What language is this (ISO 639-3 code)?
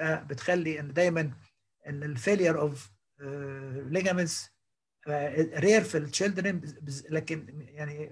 arz